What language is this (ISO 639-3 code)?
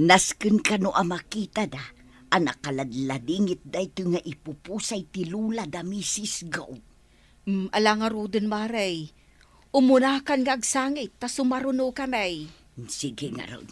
ilo